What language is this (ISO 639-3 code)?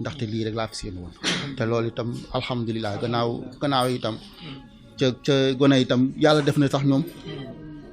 wol